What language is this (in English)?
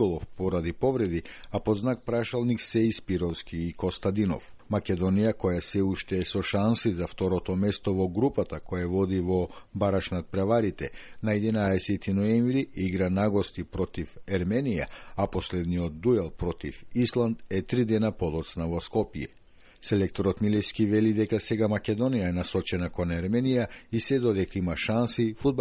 Macedonian